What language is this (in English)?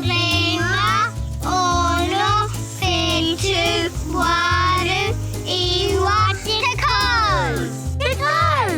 Māori